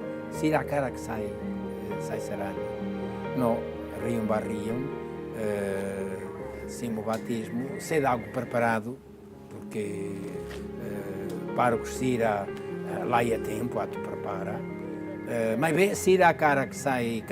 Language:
Tetum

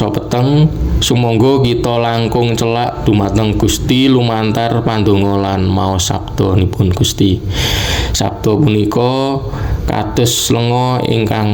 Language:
Javanese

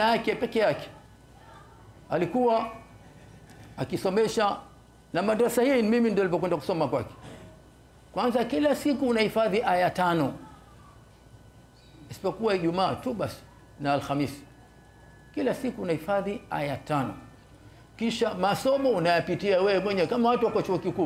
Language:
Swahili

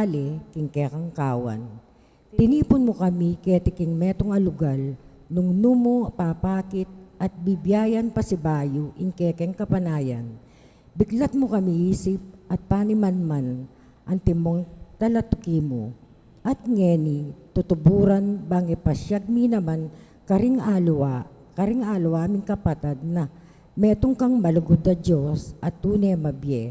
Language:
Pampanga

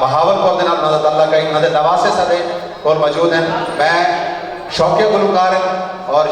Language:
Saraiki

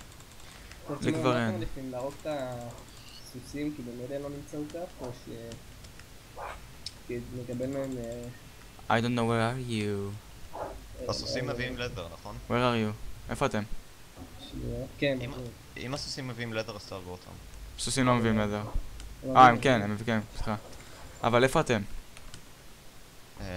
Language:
Hebrew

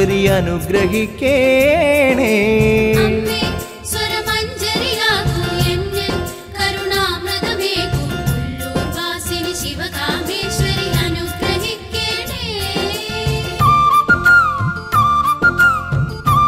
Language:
Malayalam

